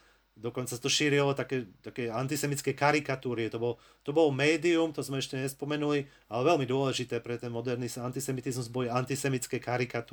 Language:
Slovak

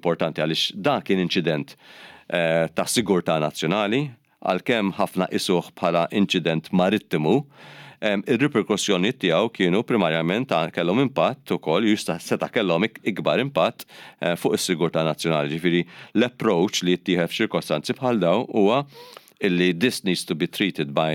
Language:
Maltese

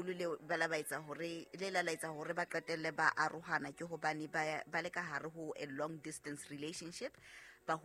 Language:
Southern Sotho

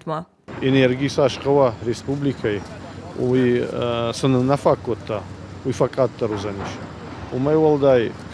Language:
Ossetic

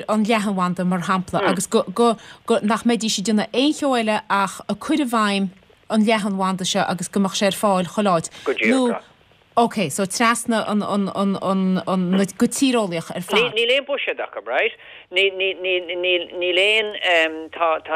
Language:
Irish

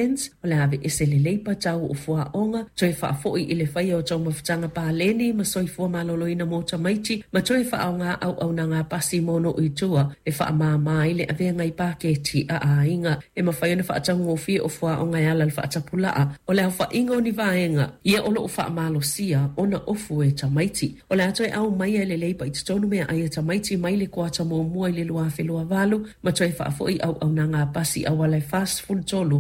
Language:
Samoan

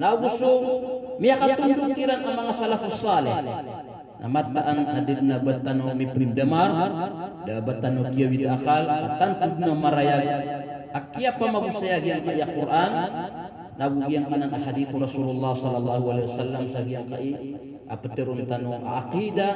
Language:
Maranao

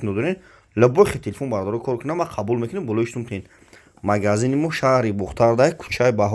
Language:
Tajik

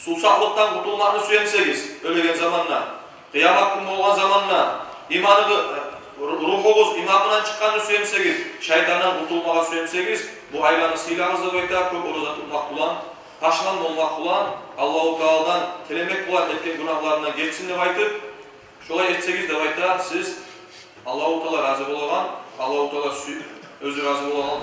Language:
Kumyk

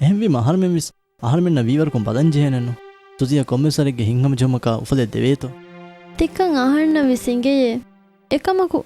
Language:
Divehi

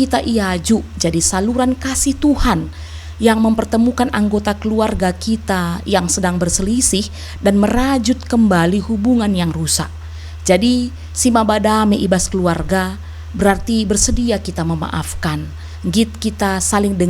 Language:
Batak Karo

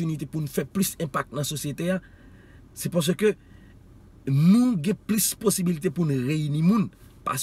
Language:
Haitian Creole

